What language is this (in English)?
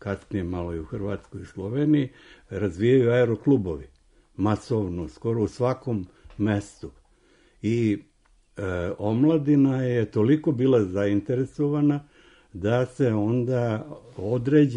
Serbian